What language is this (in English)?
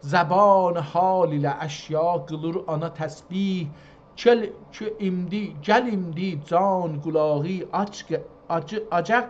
South Azerbaijani